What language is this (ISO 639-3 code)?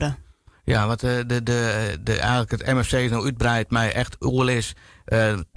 fry